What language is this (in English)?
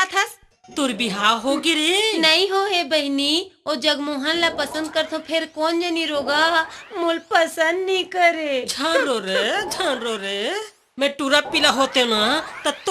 Chhattisgarhi